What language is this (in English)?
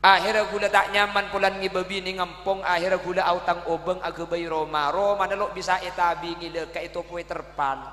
Madurese